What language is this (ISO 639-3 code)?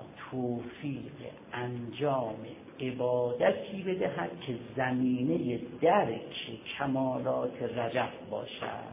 fas